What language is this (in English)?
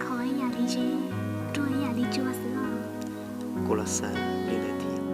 Hmong